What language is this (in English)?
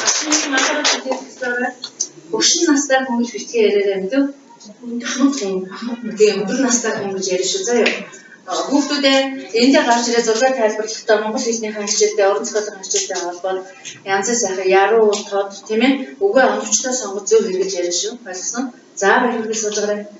Mongolian